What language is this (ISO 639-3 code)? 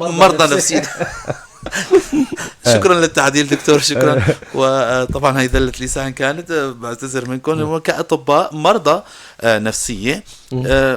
apc